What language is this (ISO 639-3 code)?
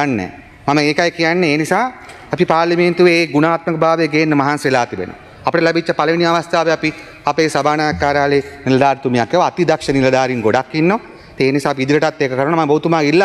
sin